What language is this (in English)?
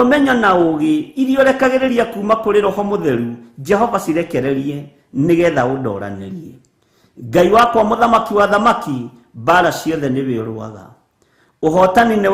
Kikuyu